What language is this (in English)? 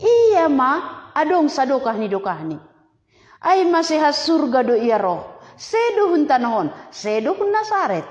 Batak Simalungun